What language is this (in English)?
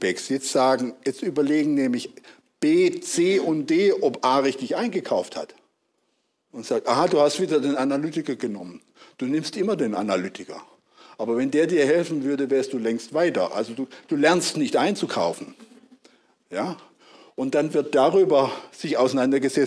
German